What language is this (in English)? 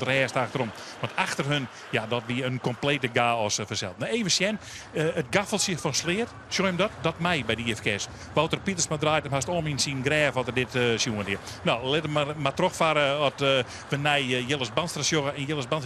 Western Frisian